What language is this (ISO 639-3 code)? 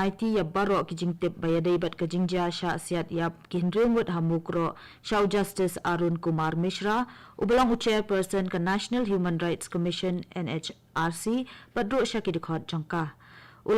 kha